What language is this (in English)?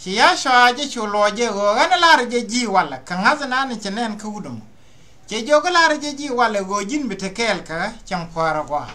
Nuer